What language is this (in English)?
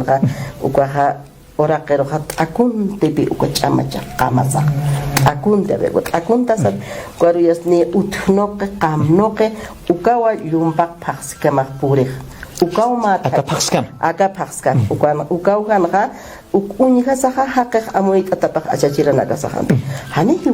Aymara